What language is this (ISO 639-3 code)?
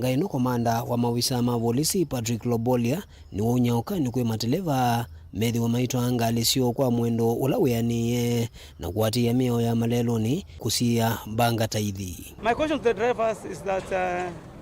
kam